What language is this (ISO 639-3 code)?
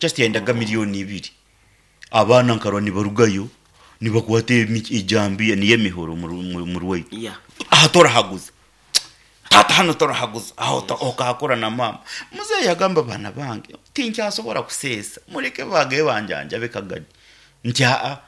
nyn